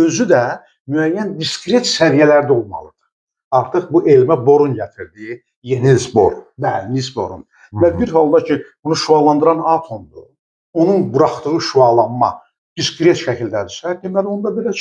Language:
Azerbaijani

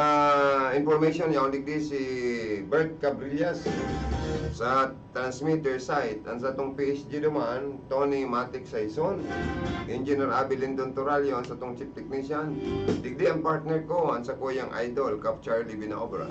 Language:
Bikol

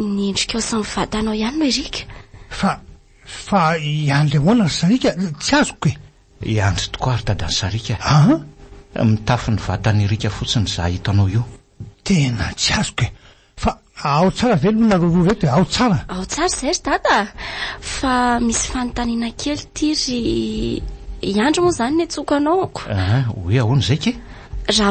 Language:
Malagasy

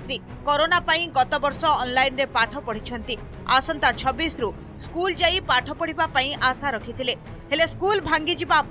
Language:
Odia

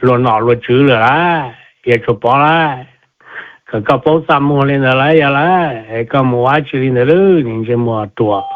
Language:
Hmong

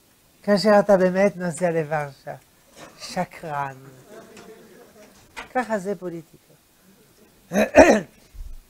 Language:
Hebrew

